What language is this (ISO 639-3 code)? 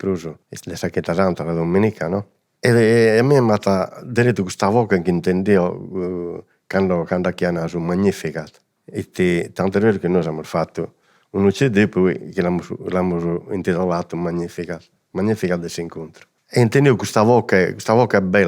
srd